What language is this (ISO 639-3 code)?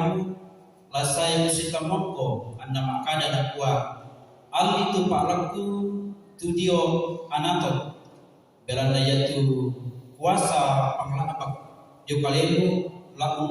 sda